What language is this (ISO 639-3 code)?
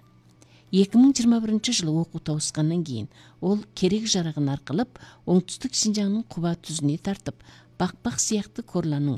kaz